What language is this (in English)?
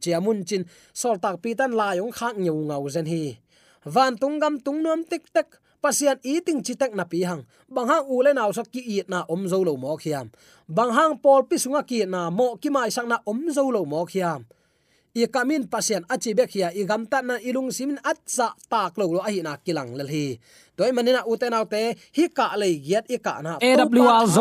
Tedim Chin